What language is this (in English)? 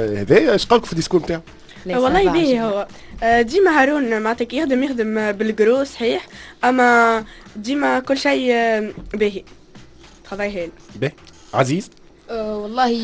Tunisian Arabic